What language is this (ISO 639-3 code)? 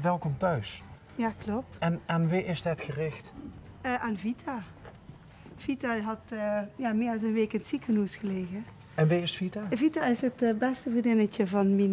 lim